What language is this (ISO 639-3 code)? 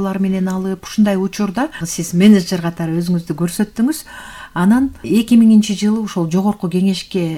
kir